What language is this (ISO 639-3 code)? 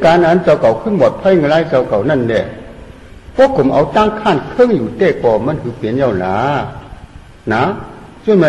shn